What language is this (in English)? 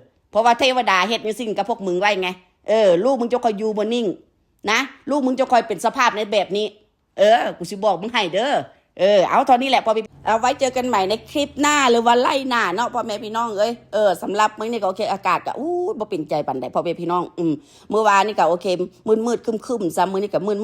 Northeastern Thai